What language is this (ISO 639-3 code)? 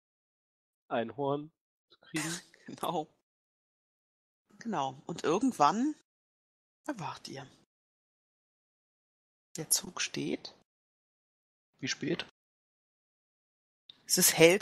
deu